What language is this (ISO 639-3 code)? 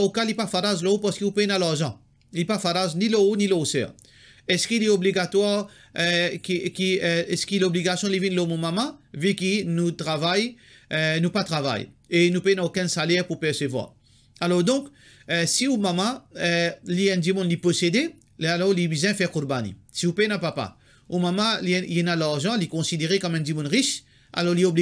mfe